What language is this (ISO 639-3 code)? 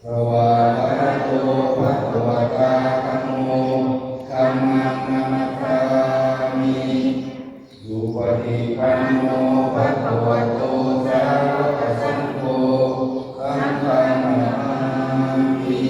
pli